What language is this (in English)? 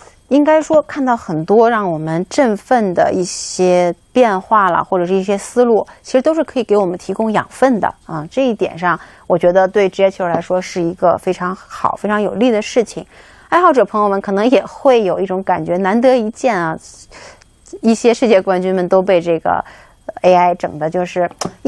Chinese